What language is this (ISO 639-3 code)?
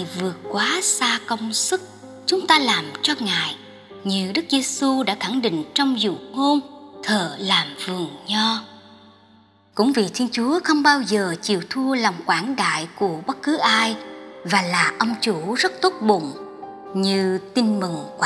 vie